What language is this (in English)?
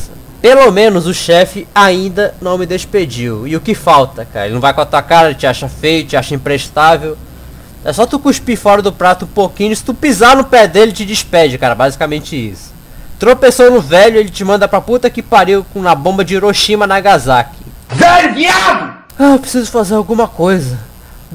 Portuguese